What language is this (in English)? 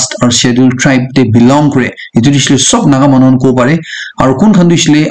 Naga Pidgin